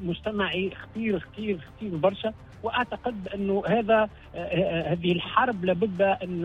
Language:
Tunisian Arabic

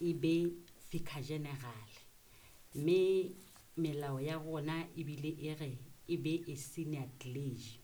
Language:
Southern Sotho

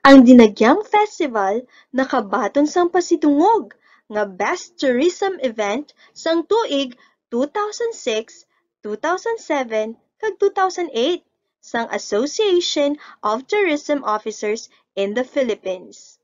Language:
Hiligaynon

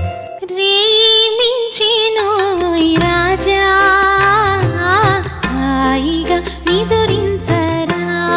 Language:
Telugu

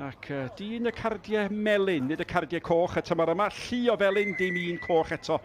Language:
Welsh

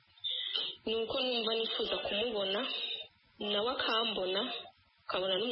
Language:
Kinyarwanda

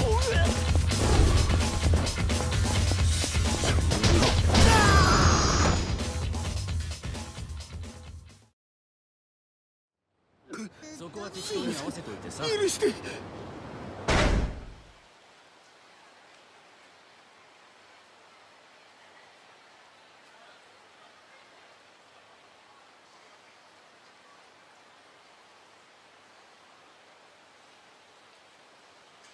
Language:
Japanese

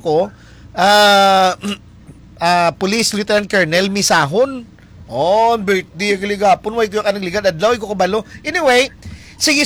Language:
Hiligaynon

